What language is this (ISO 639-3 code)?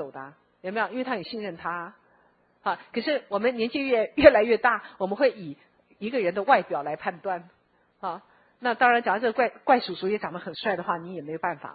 zho